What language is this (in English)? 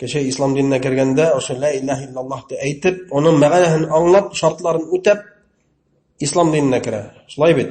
Bashkir